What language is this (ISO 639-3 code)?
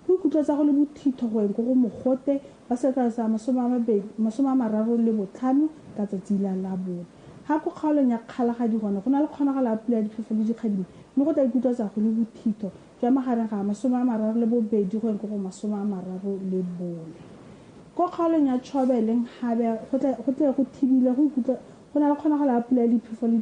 tsn